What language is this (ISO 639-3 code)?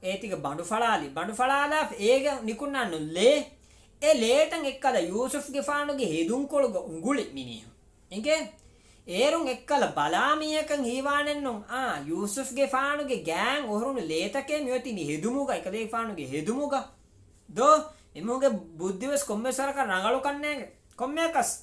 div